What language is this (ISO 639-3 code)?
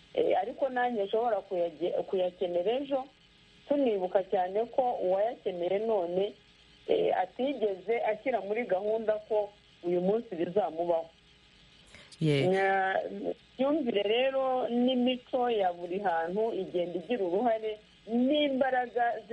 kin